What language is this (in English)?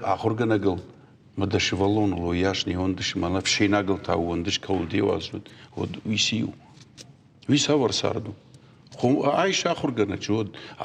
Ossetic